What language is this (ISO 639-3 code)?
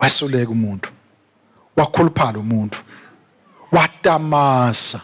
ssw